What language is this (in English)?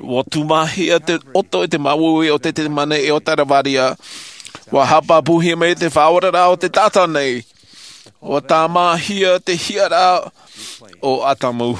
Tahitian